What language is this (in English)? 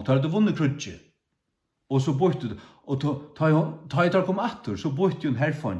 Faroese